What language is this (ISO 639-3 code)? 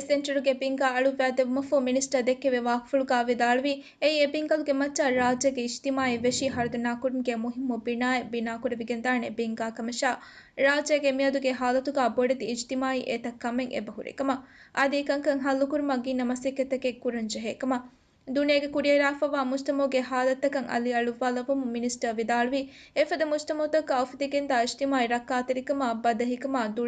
div